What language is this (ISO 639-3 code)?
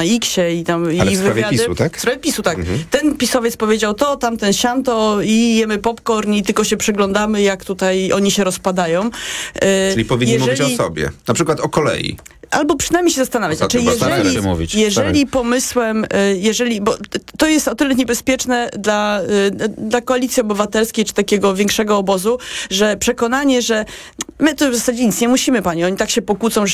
pol